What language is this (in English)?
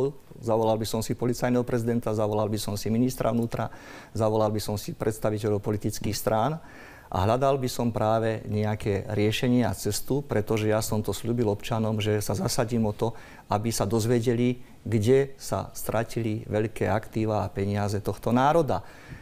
Slovak